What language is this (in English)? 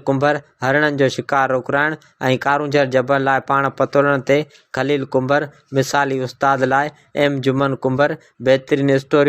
Sindhi